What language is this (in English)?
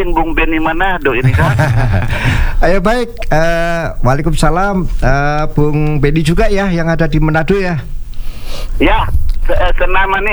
Indonesian